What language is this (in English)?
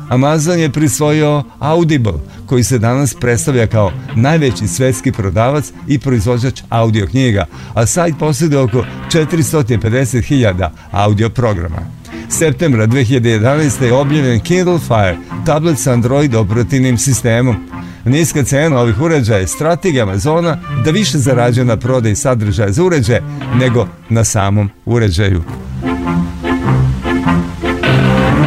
Serbian